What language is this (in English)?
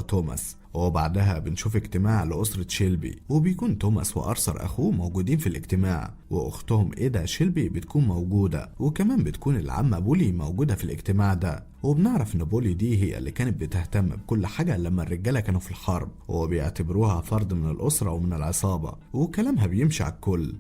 Egyptian Arabic